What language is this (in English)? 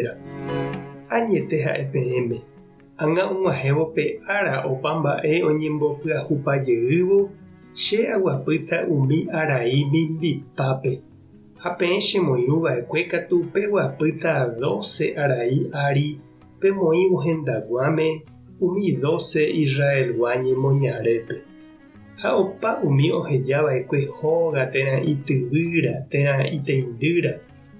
Guarani